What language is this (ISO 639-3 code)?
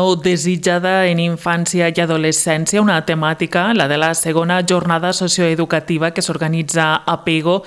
cat